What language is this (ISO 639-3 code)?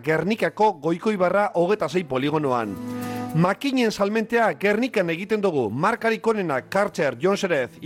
eus